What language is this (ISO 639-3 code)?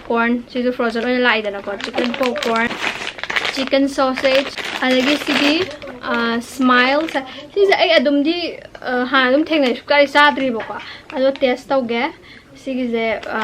mni